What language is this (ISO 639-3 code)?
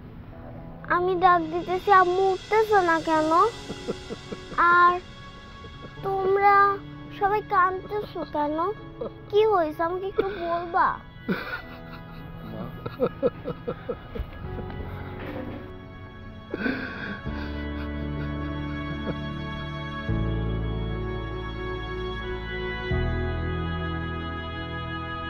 ben